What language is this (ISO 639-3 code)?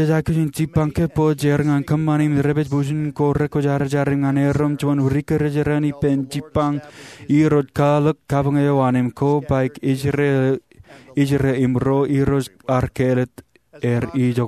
mah